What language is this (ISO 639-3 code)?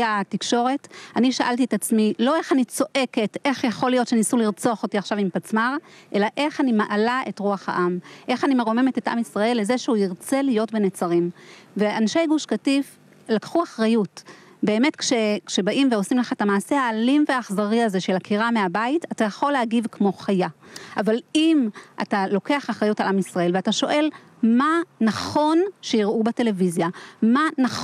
heb